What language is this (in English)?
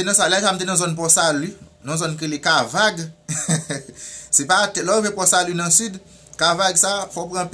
Haitian Creole